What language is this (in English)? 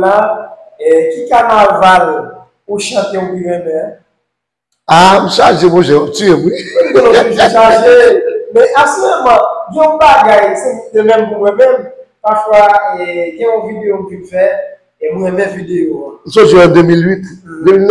Haitian Creole